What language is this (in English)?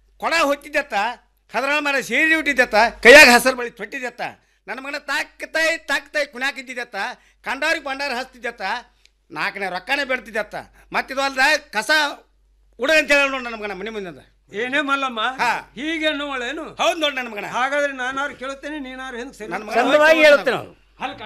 Kannada